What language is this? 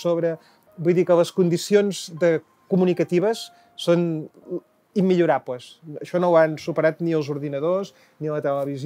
Catalan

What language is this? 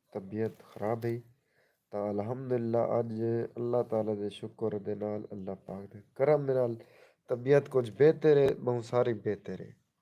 Saraiki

